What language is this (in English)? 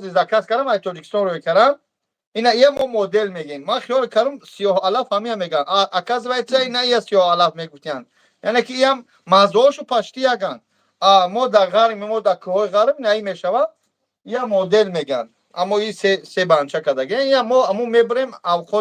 Tajik